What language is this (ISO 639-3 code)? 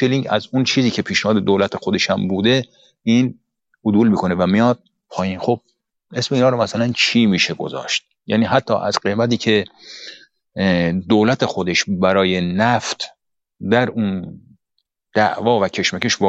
fas